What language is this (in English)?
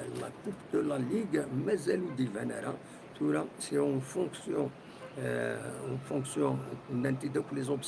Kabyle